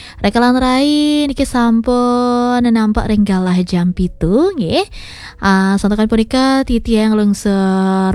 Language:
Balinese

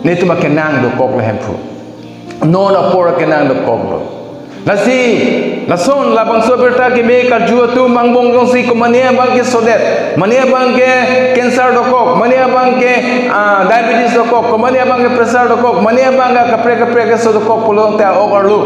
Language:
Karbi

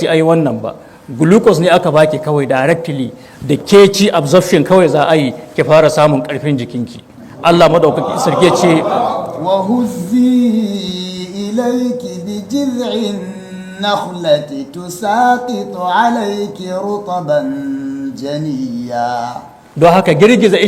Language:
Hausa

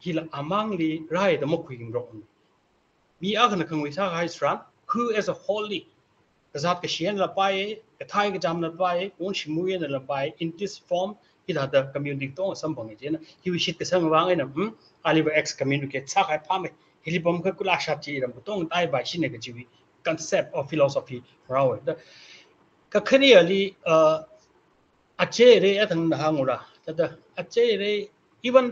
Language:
Tangkhul Naga (India)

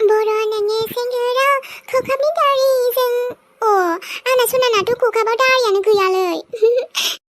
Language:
Bodo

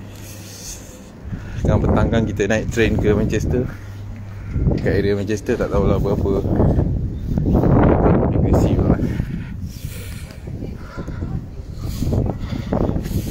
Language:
Malay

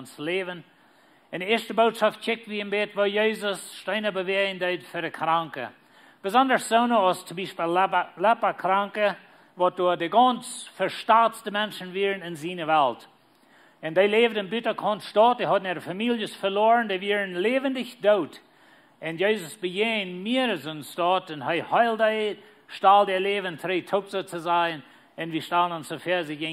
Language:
Plautdietsch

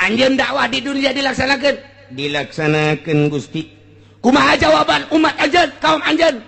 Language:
Sundanese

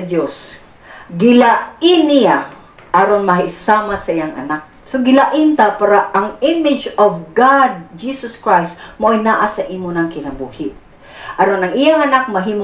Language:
Cebuano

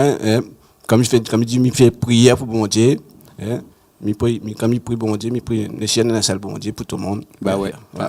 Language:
Réunion Creole French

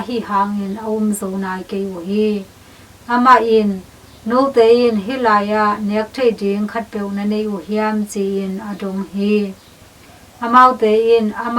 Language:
Tedim Chin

